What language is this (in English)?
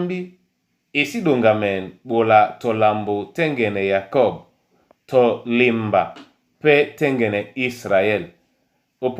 Duala